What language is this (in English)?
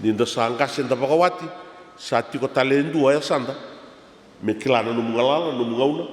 Fijian